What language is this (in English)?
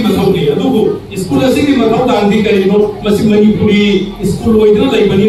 Manipuri